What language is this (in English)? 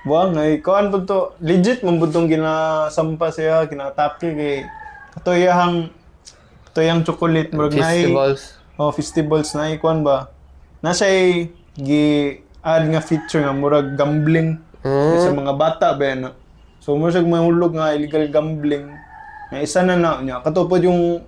Cebuano